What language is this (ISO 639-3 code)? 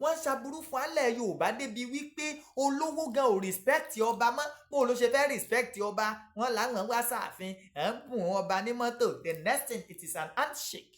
yor